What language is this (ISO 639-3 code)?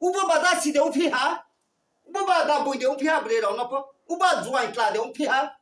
ria